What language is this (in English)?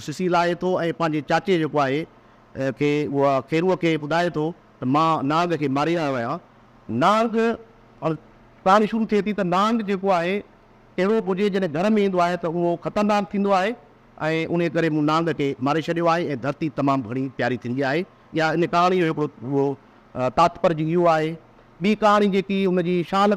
Sindhi